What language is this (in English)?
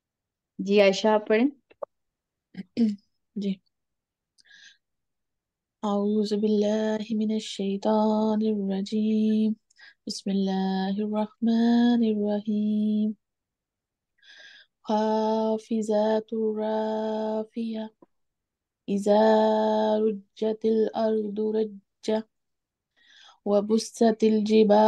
Urdu